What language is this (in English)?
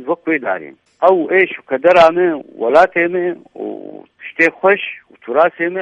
Kurdish